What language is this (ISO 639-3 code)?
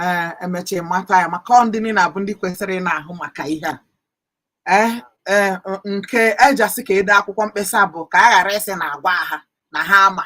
ibo